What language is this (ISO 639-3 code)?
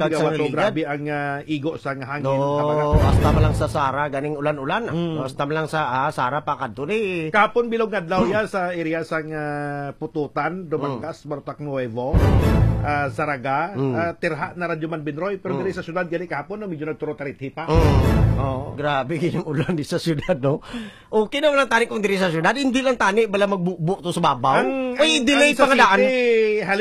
hil